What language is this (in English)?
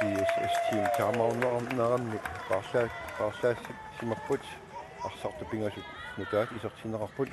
Kalaallisut